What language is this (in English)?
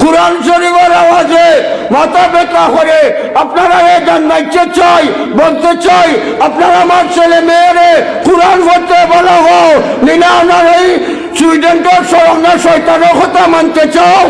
Sylheti